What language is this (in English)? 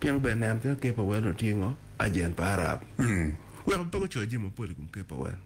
Acoli